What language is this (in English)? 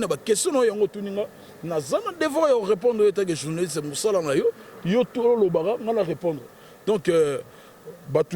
Lingala